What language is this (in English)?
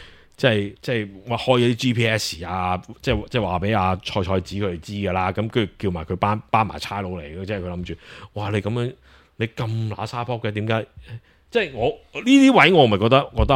Cantonese